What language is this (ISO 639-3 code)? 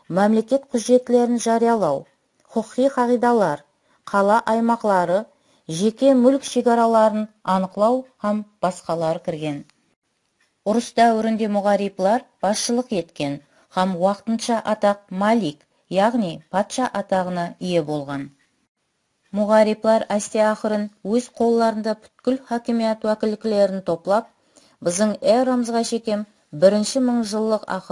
kaa